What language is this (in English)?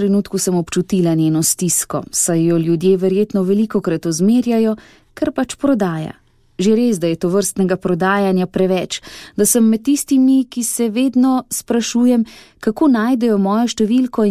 Slovenian